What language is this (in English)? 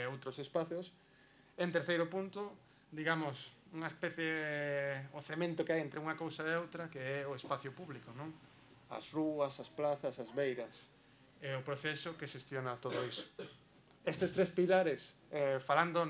Galician